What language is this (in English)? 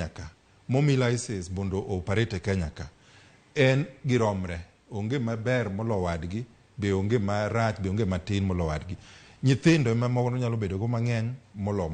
Luo (Kenya and Tanzania)